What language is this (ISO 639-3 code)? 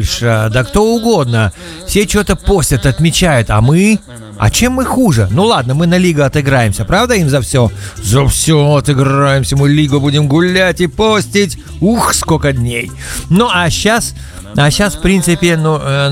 rus